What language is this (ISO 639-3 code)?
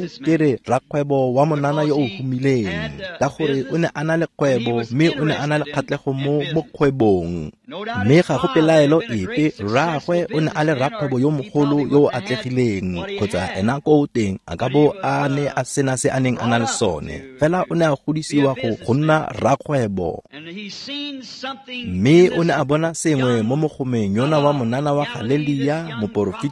tsn